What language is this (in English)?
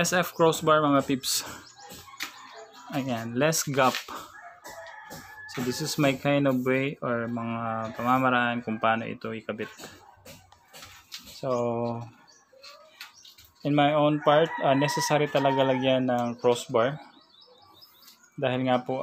Filipino